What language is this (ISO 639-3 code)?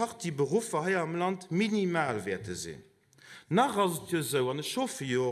ltz